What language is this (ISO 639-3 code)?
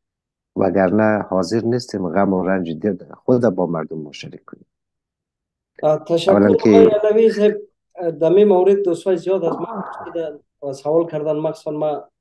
fas